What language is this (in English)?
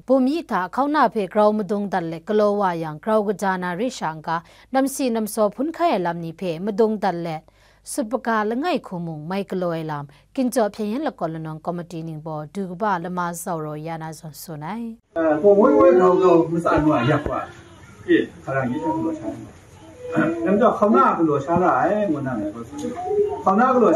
Kachin